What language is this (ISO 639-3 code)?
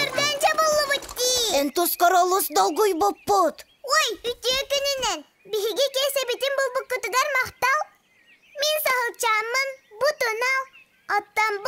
sah